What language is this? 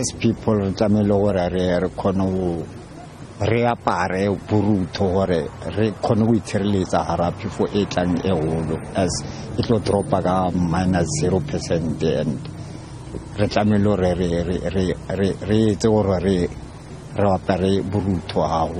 Tswana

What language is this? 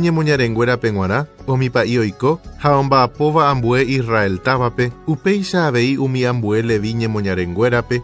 Guarani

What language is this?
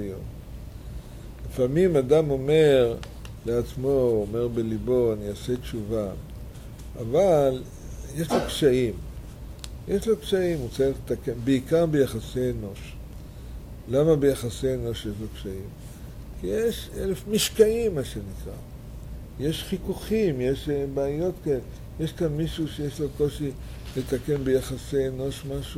Hebrew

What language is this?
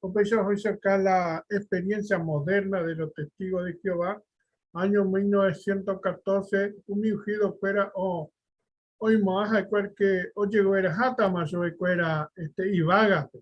Guarani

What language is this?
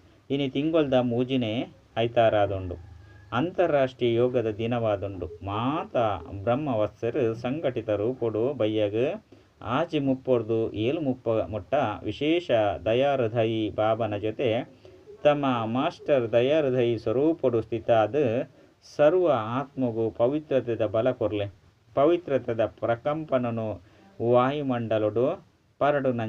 Tulu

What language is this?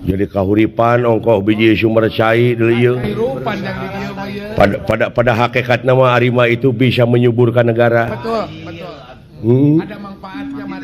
Sundanese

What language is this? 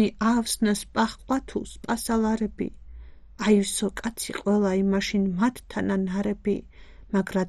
Georgian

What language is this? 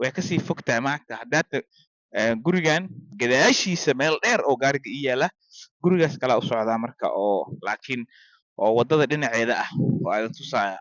Somali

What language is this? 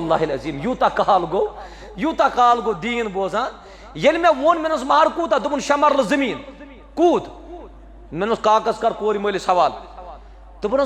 Kashmiri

